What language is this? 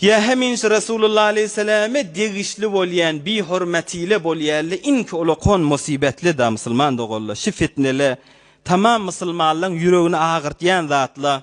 Turkmen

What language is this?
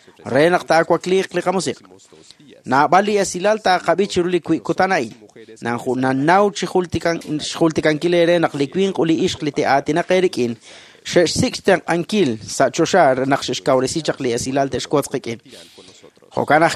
Kekchí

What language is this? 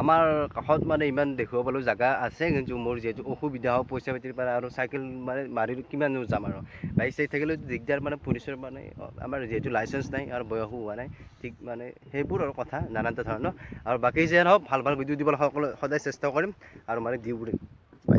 Assamese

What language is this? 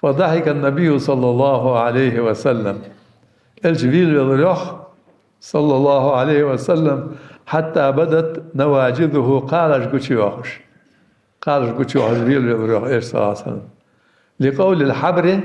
Ingush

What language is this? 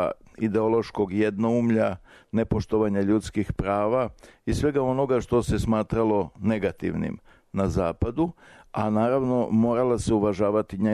Serbian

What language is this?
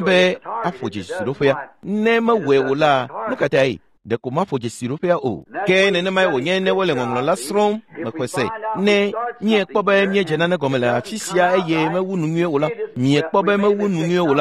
Ewe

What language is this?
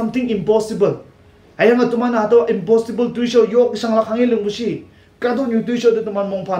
Konyak Naga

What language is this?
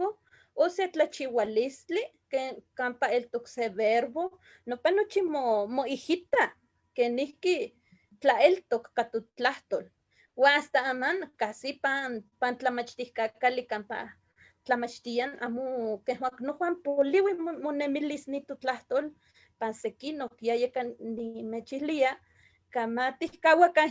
Eastern Huasteca Nahuatl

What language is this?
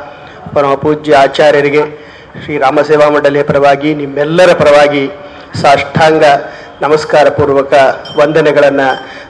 Kannada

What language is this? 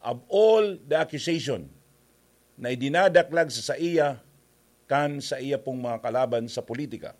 Bikol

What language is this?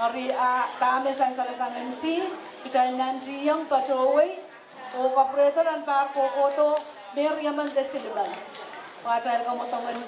Pohnpeian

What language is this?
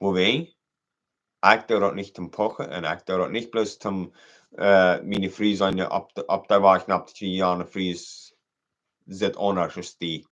Plautdietsch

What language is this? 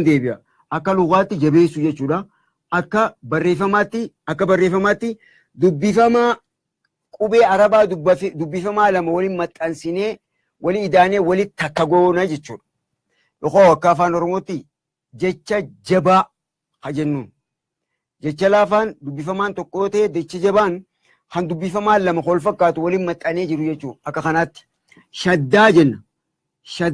Oromo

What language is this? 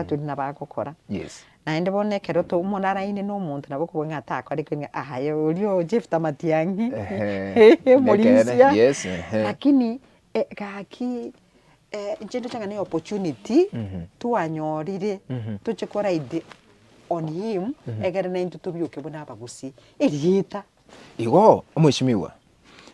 Gusii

